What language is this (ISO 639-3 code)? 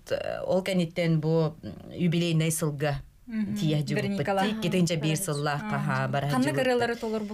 sah